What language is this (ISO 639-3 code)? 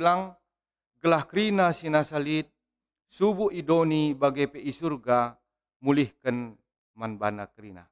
btx